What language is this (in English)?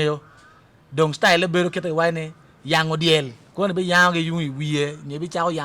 Acoli